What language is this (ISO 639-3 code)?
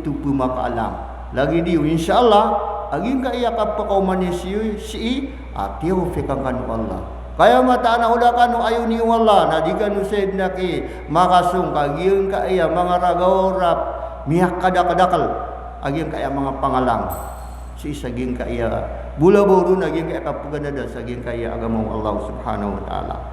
mrw